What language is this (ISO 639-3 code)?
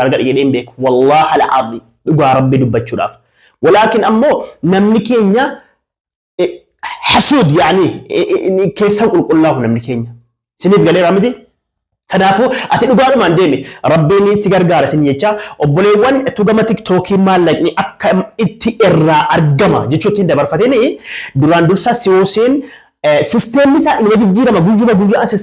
orm